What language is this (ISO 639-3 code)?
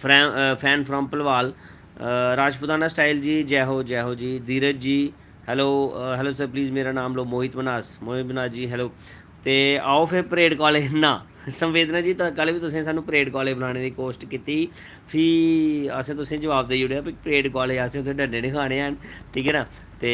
doi